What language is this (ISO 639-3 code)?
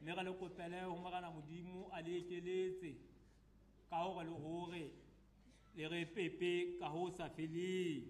sot